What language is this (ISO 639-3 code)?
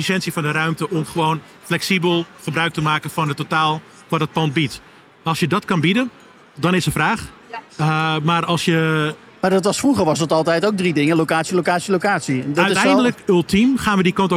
nld